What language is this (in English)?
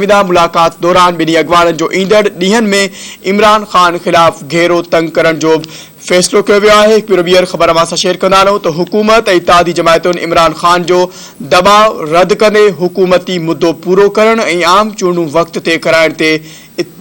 Sindhi